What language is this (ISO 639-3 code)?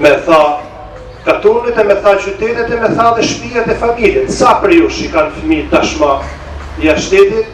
sqi